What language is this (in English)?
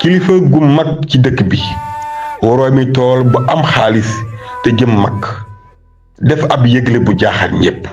Wolof